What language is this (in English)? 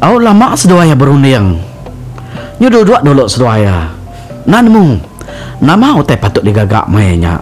Iban